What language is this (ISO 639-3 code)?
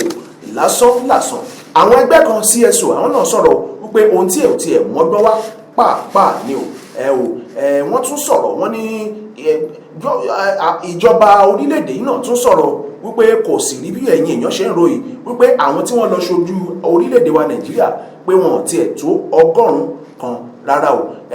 yor